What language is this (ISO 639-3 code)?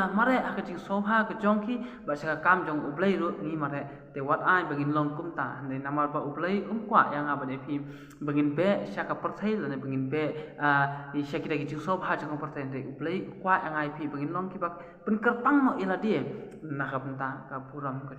kha